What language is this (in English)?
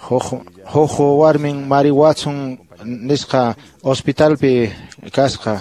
Quechua